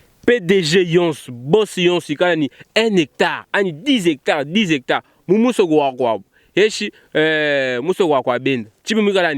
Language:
Luba-Lulua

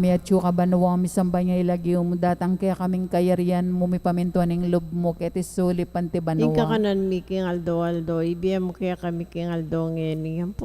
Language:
Pampanga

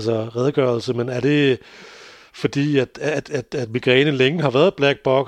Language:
Danish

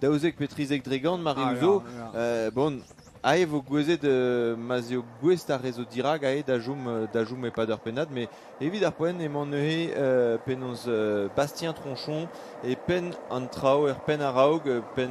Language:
Breton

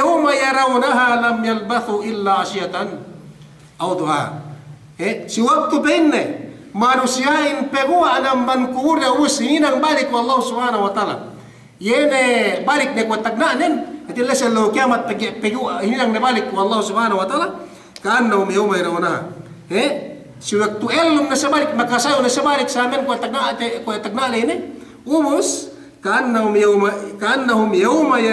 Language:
Yakan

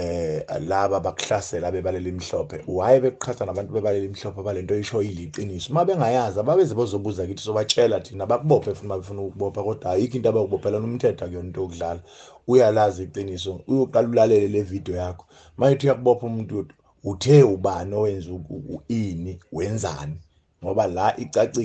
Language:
Zulu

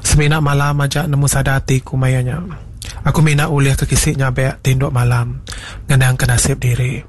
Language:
Iban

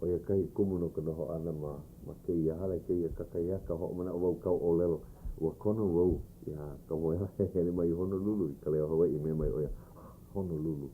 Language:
Hawaiian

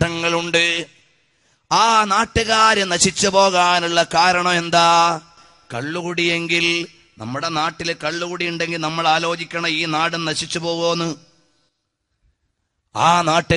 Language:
Malayalam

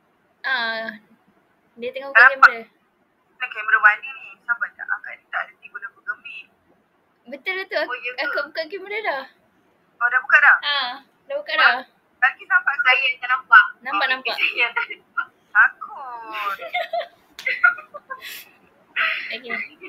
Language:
Malay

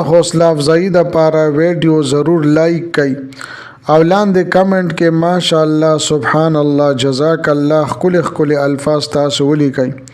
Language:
Pashto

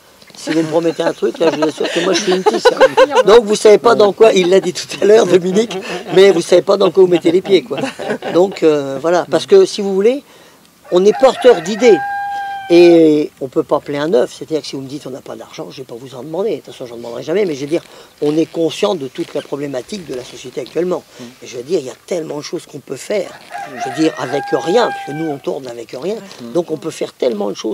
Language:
French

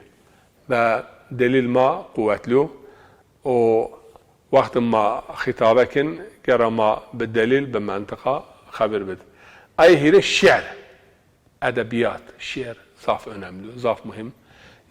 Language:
Zaza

